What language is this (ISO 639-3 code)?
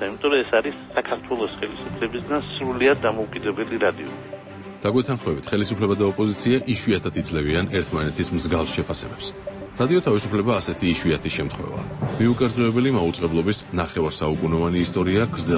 kat